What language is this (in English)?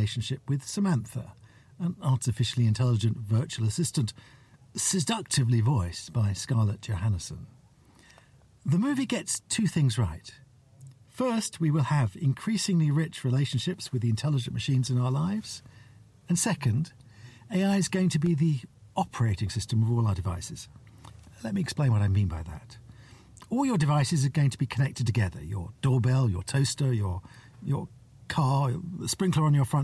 English